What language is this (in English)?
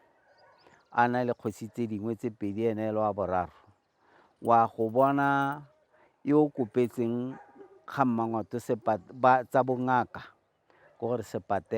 Tswana